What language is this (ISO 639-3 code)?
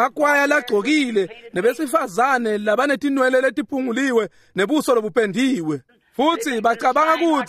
ssw